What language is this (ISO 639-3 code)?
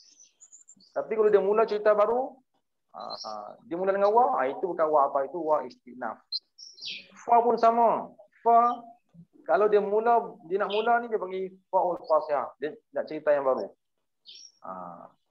msa